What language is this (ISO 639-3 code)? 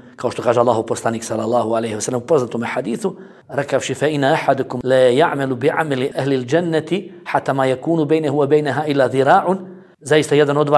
bos